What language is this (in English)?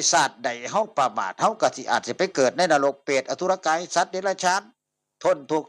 Northeastern Thai